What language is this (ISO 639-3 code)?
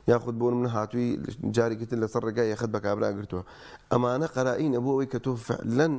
ckb